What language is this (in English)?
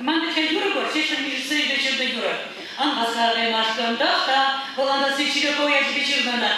Chuvash